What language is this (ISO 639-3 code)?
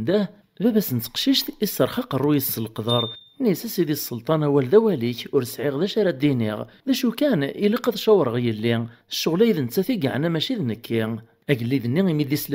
kab